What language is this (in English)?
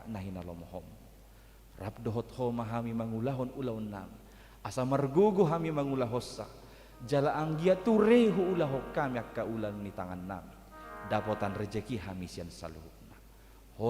Batak Toba